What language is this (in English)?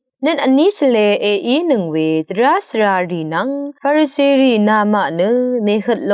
Rawang